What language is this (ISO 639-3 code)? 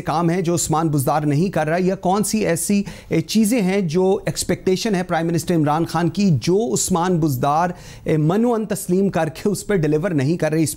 urd